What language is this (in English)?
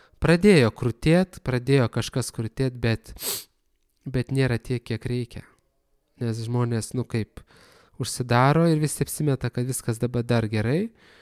Lithuanian